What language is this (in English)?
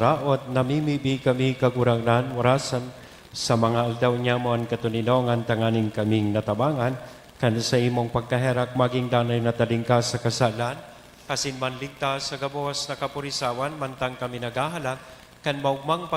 Bikol